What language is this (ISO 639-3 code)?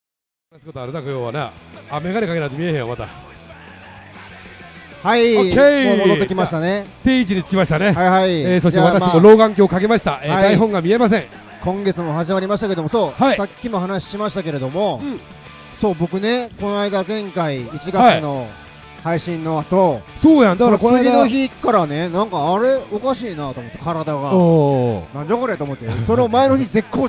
jpn